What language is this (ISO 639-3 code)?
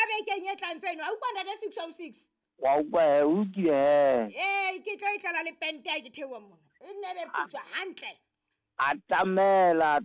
sot